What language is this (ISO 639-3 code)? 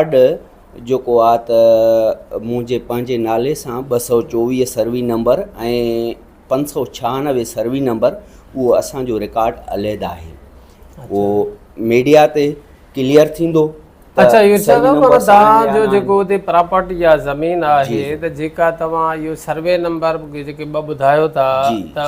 snd